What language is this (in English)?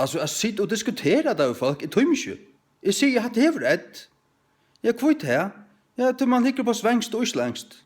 Faroese